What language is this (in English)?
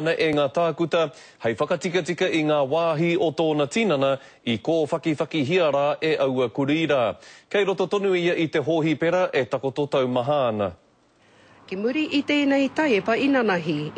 Māori